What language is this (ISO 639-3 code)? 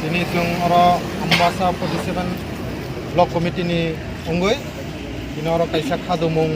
trp